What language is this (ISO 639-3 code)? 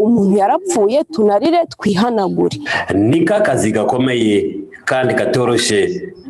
kin